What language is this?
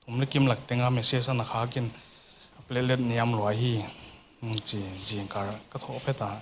Paite Chin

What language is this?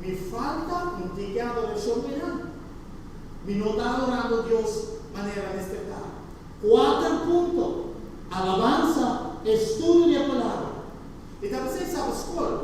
Papiamento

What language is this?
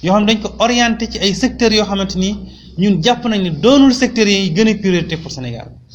Wolof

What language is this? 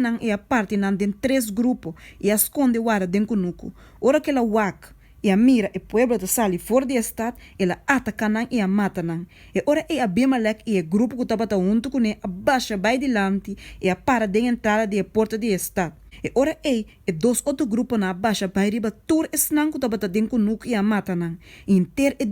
Papiamento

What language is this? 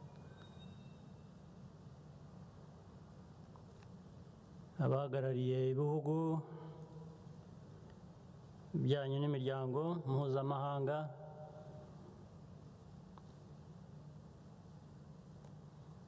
Kinyarwanda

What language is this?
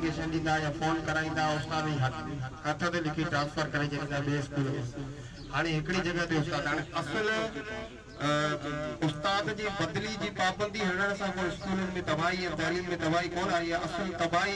Sindhi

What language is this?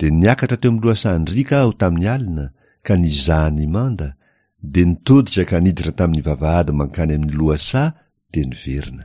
Malagasy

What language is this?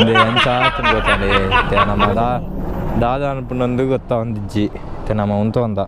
Tulu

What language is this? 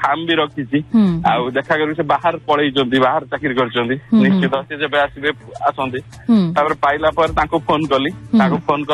Odia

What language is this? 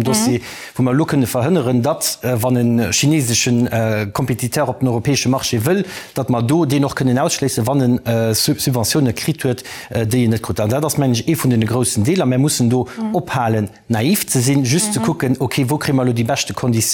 Luxembourgish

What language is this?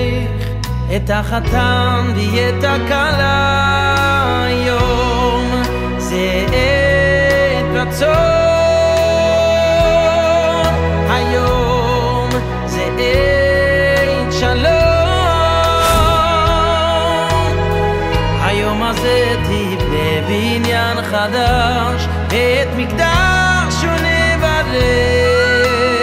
Hebrew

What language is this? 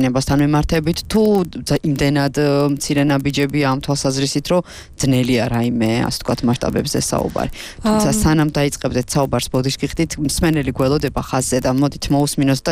Georgian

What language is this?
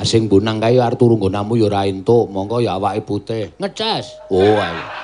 Javanese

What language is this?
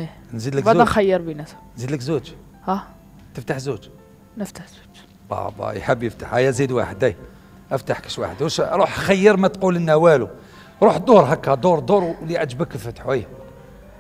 Algerian Arabic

